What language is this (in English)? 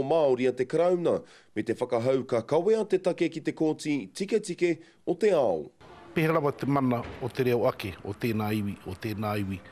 Māori